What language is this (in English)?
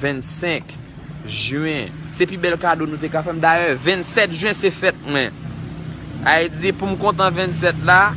Haitian Creole